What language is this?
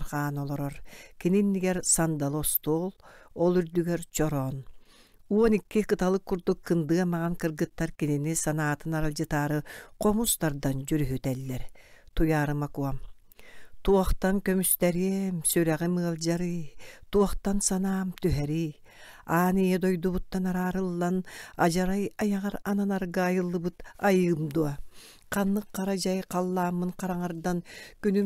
Yakut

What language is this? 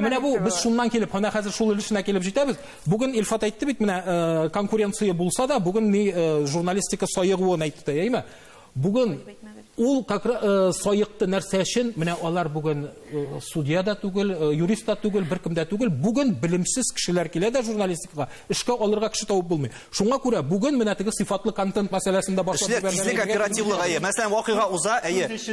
Tatar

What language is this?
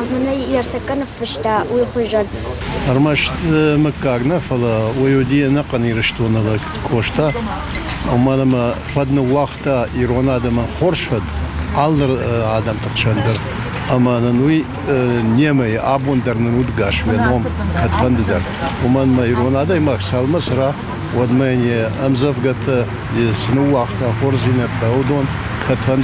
Ossetic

